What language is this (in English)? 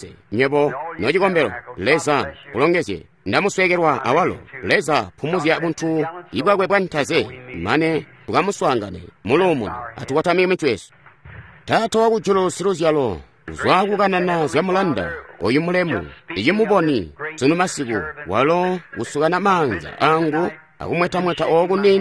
Tonga (Zambia)